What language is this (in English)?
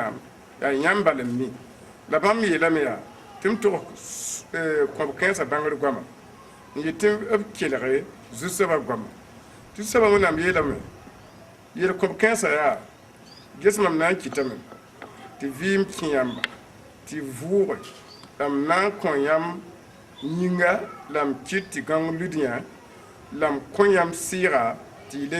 Mossi